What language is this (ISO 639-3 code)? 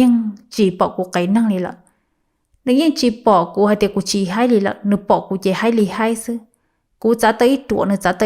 hmn